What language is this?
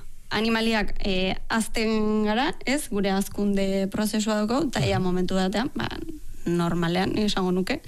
Basque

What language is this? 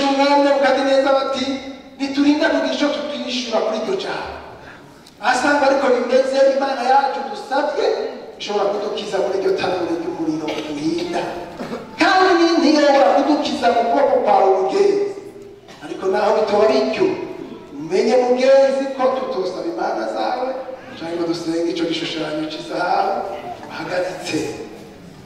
Rundi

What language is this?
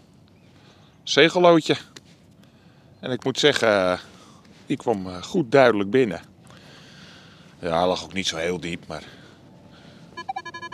Dutch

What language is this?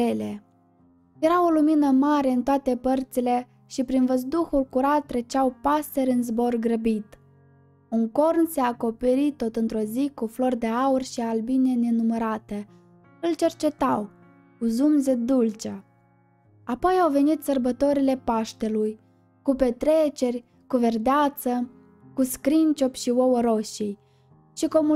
Romanian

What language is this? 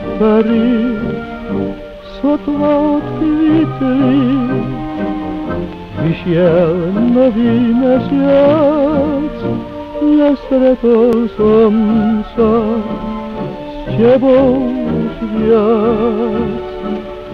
Slovak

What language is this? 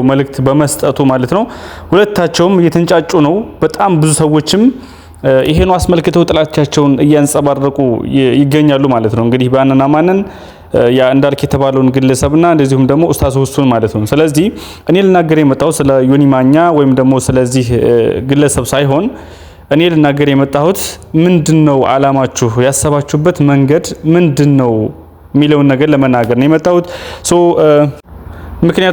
Amharic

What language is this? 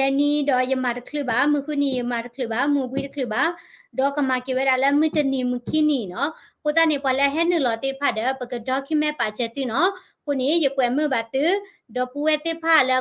S'gaw Karen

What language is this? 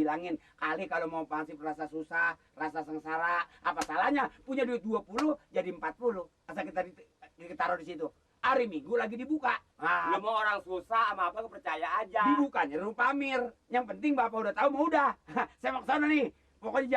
Betawi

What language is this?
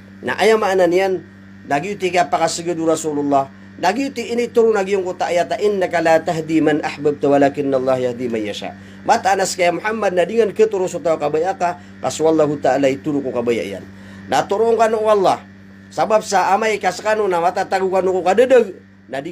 Maranao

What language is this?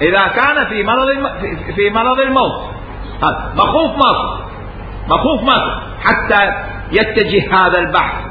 Mesopotamian Arabic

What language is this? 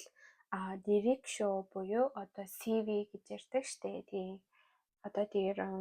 Mongolian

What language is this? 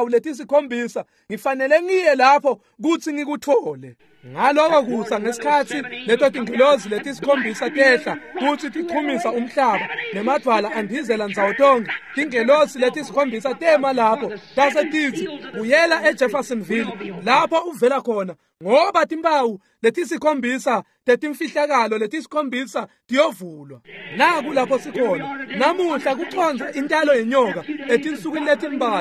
Swati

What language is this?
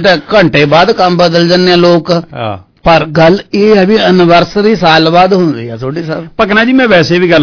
Punjabi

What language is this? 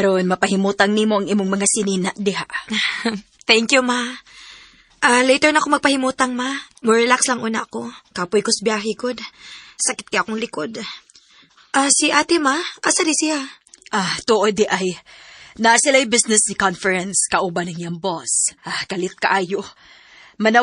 Cebuano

